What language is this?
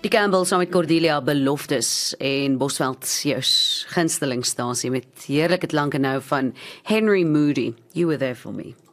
Afrikaans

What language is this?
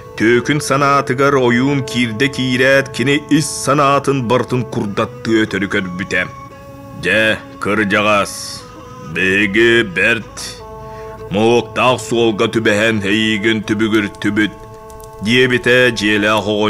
Yakut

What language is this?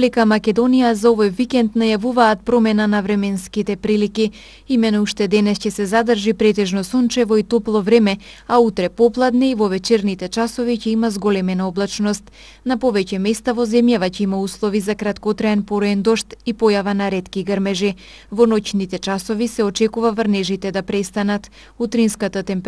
Macedonian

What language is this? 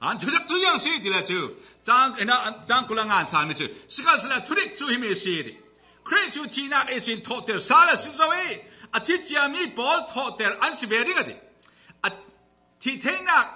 Falam Chin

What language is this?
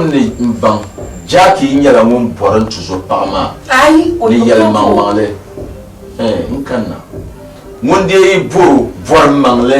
Dagbani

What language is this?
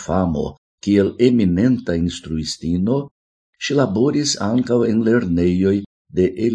Esperanto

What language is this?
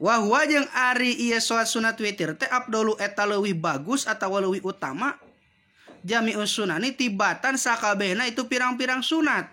Sundanese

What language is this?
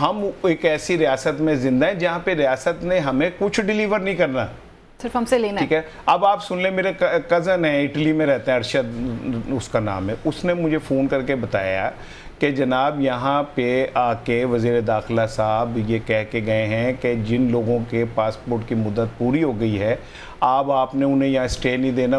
Urdu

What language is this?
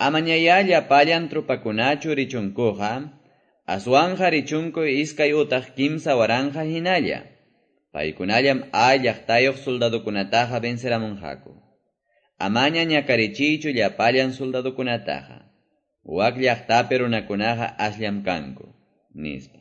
Quechua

